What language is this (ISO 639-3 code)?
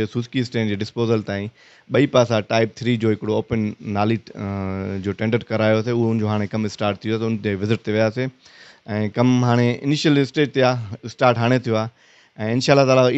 snd